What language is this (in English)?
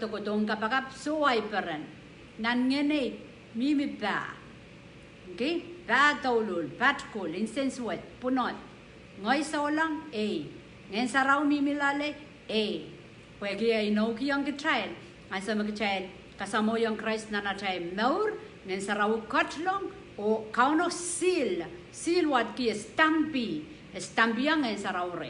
Pohnpeian